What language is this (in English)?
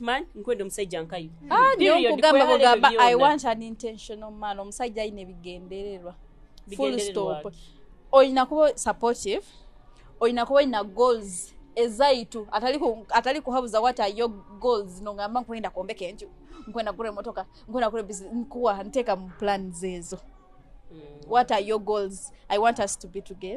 Nyoro